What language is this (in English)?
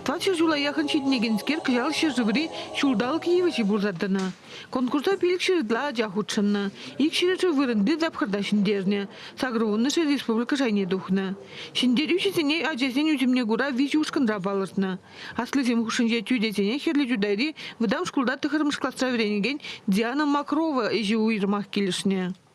Chuvash